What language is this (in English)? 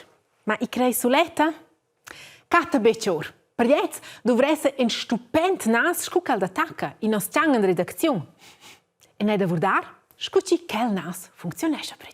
Romansh